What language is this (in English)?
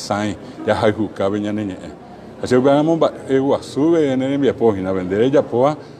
Guarani